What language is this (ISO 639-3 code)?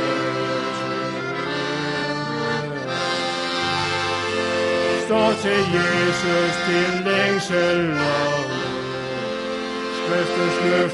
dan